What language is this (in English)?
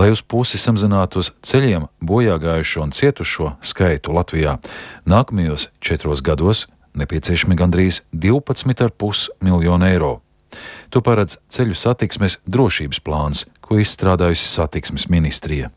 Latvian